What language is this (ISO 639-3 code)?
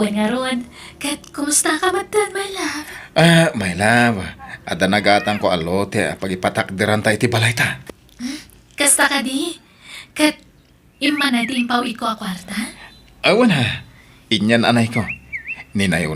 ilo